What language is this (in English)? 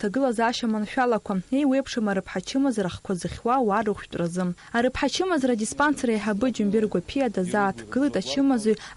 Abkhazian